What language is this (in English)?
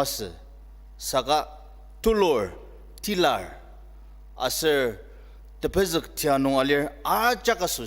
Ao Naga